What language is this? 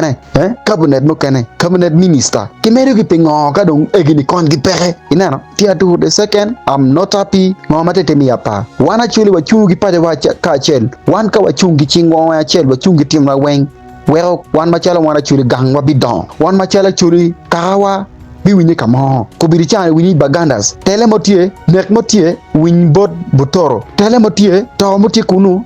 Acoli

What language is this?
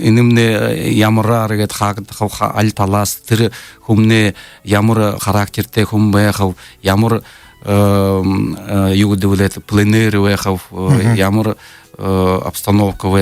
Buriat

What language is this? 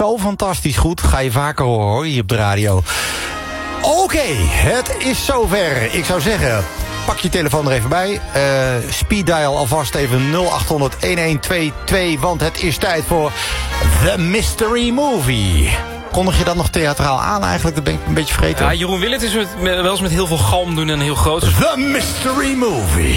Dutch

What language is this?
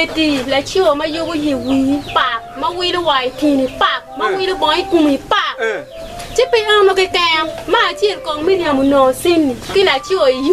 Acoli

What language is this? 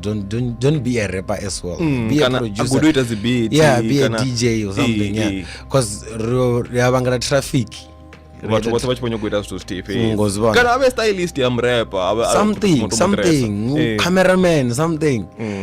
Venda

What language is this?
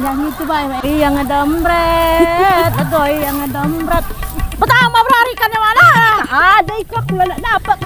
Musi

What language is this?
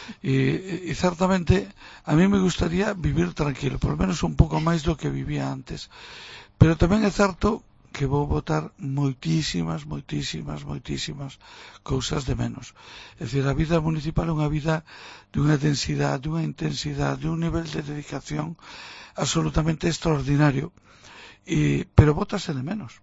Galician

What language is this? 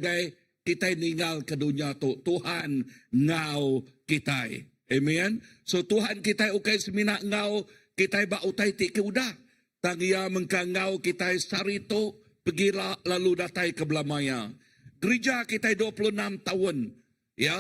Iban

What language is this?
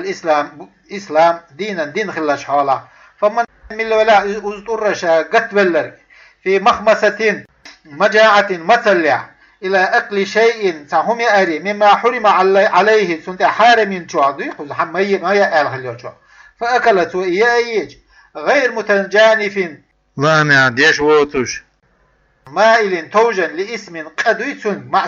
Chechen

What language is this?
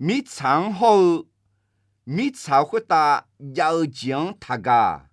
Akha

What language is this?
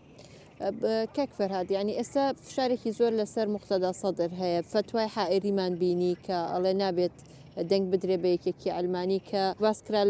Central Kurdish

